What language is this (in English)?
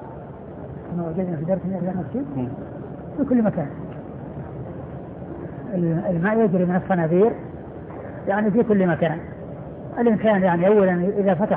Arabic